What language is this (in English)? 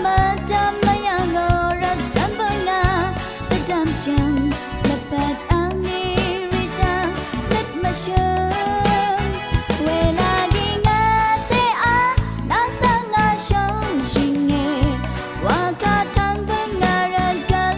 Rawang